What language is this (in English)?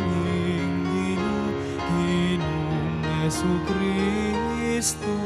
Pampanga